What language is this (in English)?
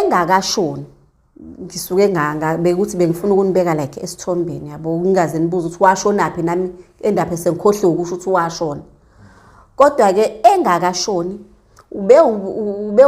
Zulu